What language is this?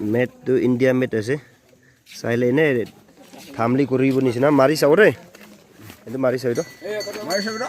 Naga Pidgin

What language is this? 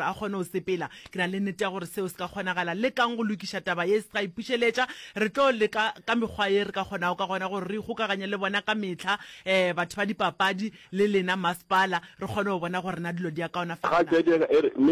Northern Sotho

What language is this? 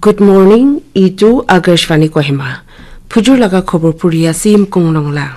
Naga Pidgin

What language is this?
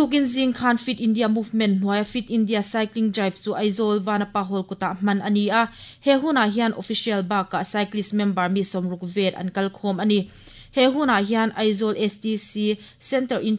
Mizo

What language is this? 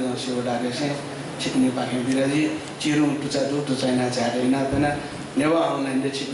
Newari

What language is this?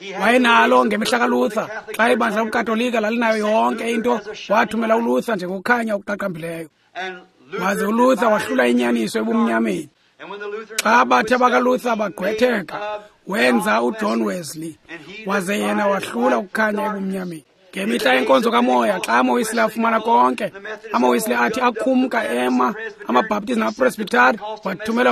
Xhosa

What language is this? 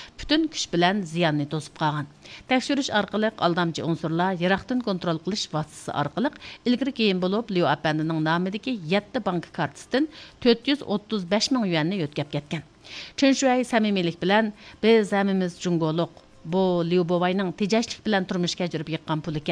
Uyghur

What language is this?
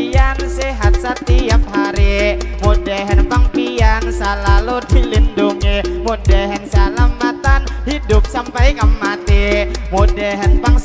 Banjar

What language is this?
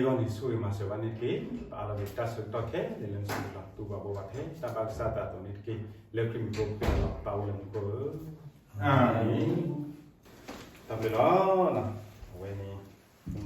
S'gaw Karen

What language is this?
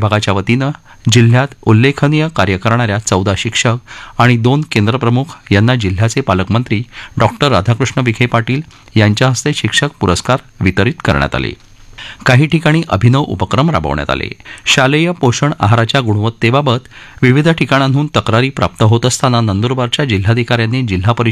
Marathi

